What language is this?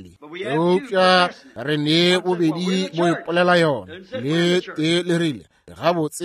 Northern Sotho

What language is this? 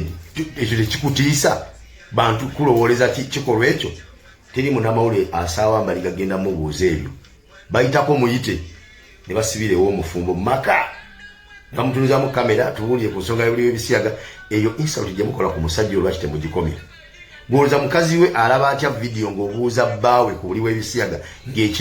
Ganda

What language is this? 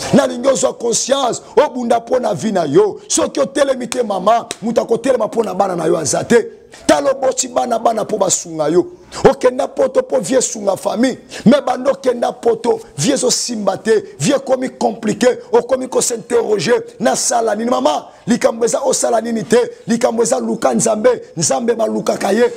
Lingala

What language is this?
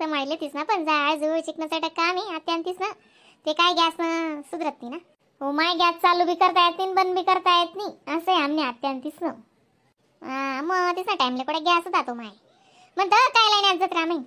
Khandesi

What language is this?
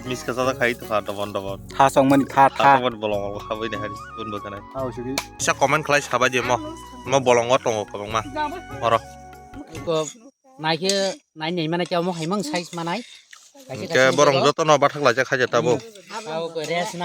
Kok Borok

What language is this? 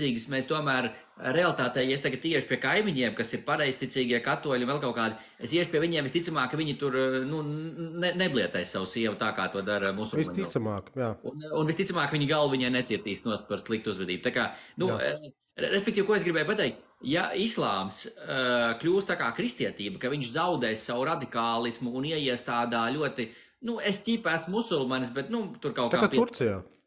Latvian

